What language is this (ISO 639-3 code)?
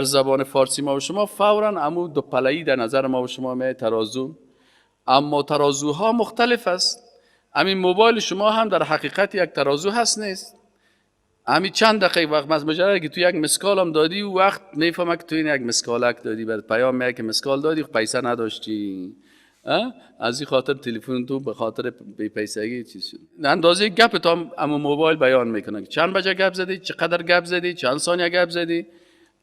fas